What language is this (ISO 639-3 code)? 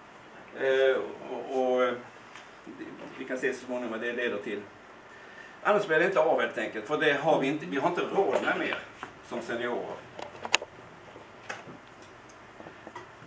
swe